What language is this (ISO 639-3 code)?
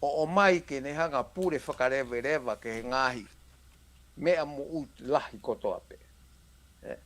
ton